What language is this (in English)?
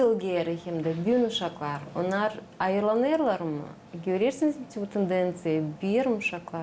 Gagauz